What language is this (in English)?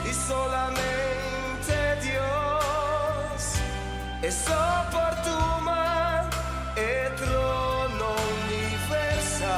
Papiamento